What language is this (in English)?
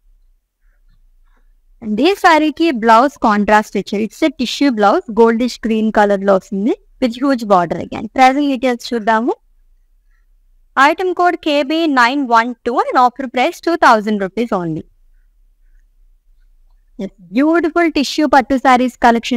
Telugu